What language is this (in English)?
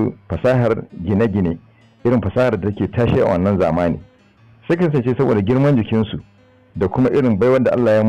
Hausa